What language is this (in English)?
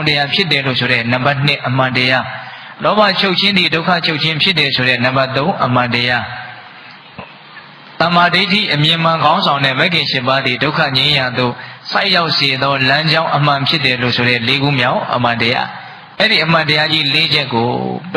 Burmese